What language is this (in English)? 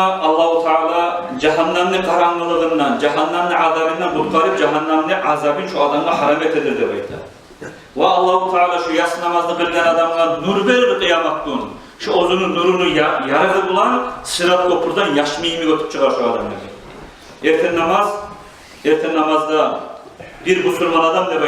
Kumyk